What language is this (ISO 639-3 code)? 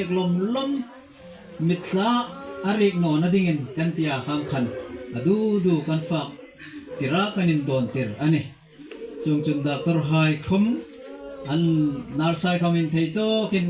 hmr